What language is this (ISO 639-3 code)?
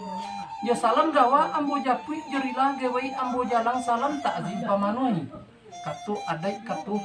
min